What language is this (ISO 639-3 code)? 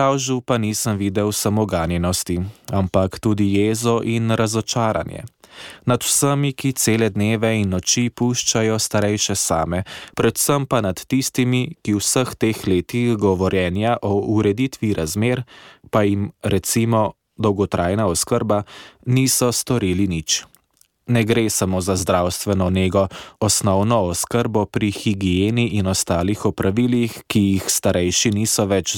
slv